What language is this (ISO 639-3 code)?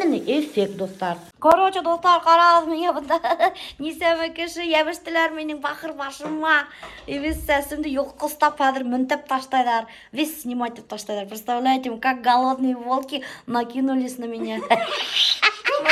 bak